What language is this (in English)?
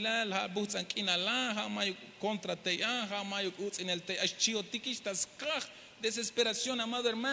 Tzeltal